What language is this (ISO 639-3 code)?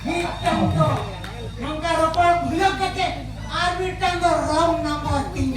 sat